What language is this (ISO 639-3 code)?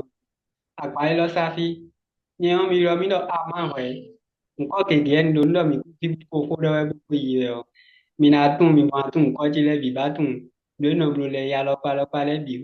fon